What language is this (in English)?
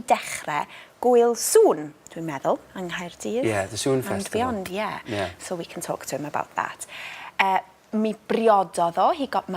Welsh